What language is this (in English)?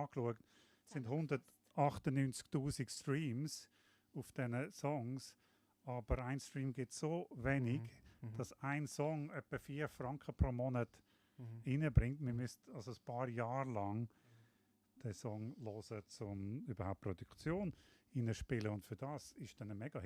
Swiss German